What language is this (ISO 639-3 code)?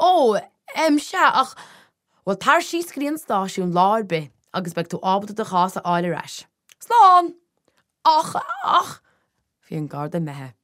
gle